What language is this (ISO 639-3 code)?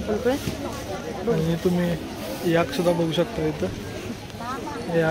mar